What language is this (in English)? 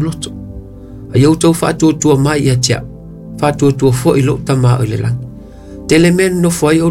Samoan